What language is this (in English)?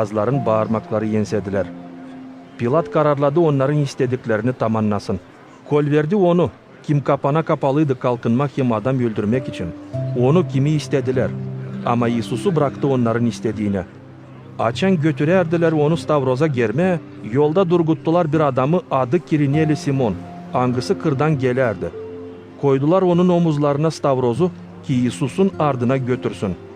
Gagauz